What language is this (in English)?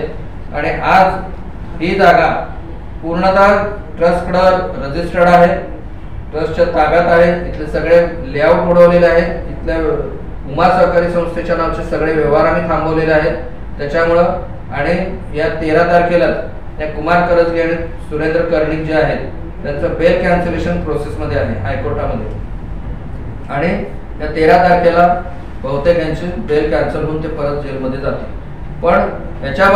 Marathi